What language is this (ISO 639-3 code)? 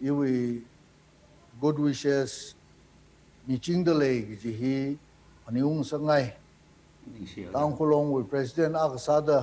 nmf